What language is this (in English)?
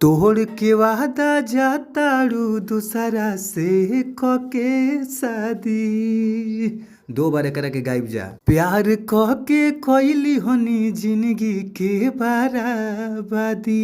Bhojpuri